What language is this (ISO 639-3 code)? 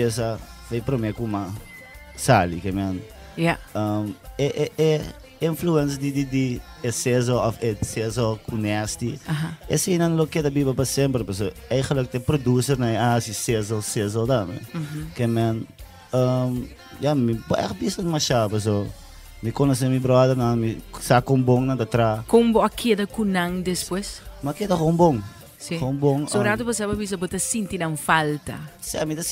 pap